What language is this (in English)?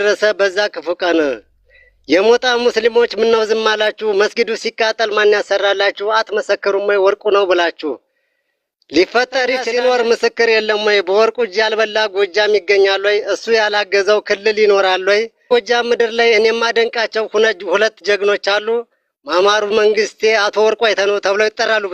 Amharic